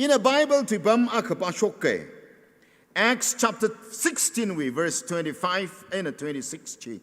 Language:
Tangkhul Naga (India)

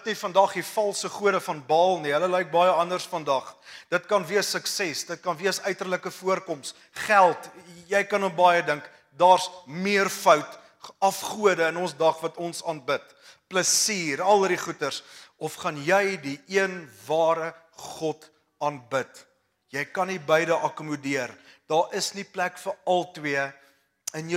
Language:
Afrikaans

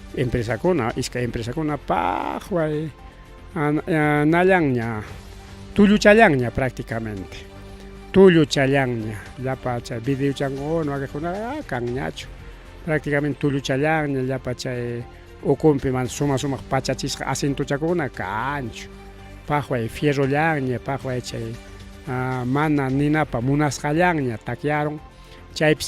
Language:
Ayacucho Quechua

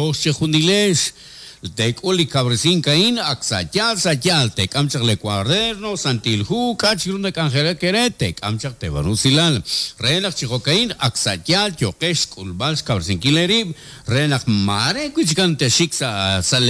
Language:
Kekchí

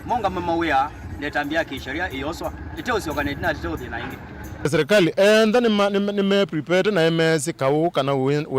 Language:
Kamba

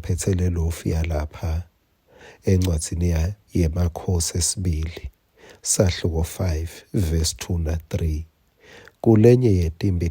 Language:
Swati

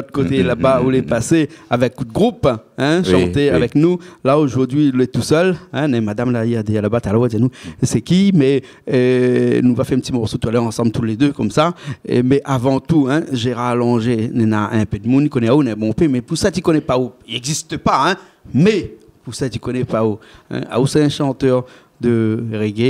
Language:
Réunion Creole French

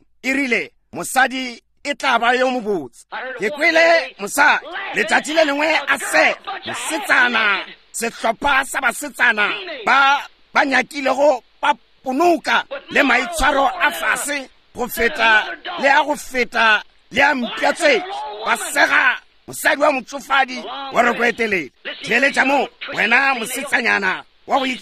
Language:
Northern Sotho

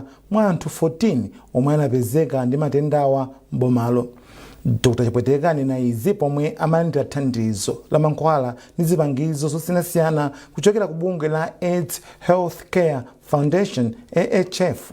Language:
Nyanja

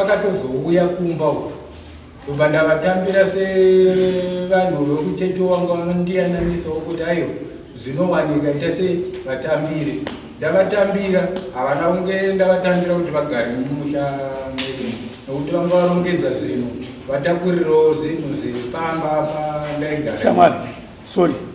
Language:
Shona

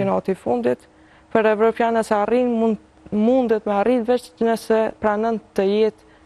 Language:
Albanian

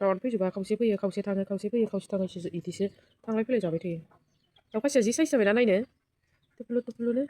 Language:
Bodo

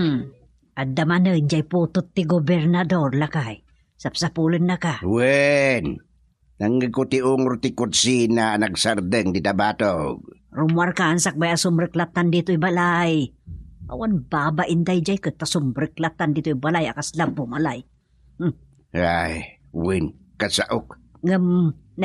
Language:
Iloko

